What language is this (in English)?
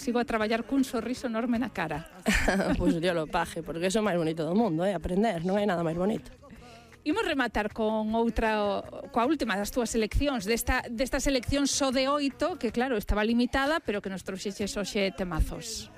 Galician